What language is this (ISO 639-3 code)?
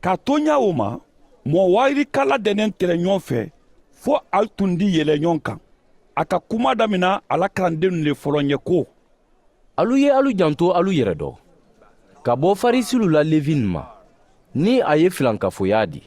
man